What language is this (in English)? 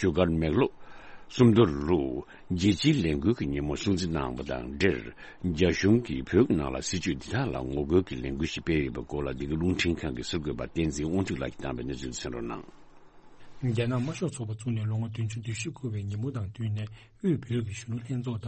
Tibetan